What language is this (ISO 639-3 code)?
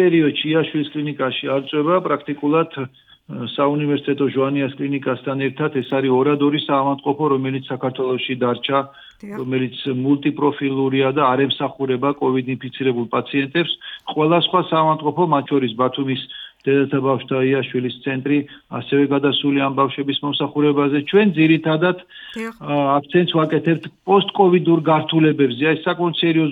kat